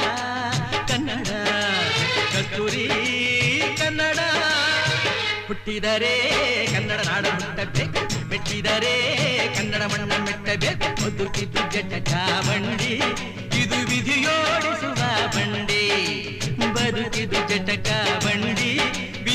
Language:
Kannada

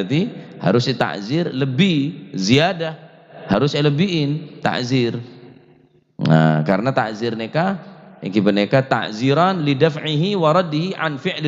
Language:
Madurese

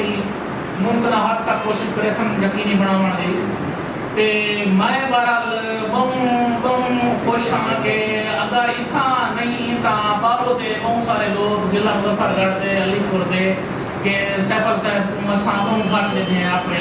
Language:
Saraiki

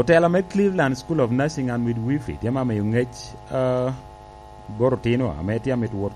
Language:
Lango (Uganda)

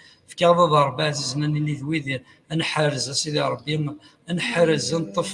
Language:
Kabyle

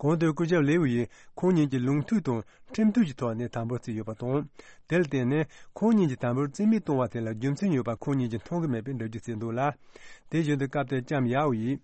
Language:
Tibetan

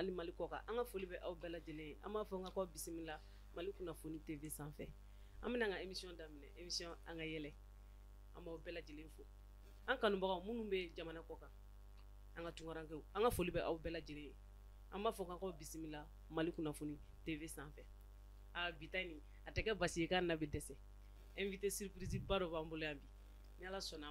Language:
Bambara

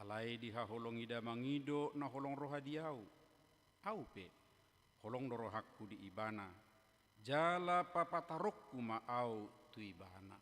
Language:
Batak Toba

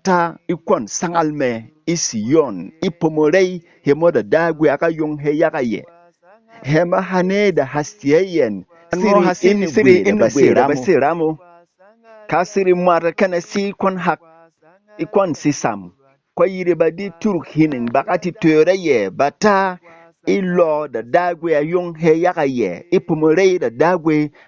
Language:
Berom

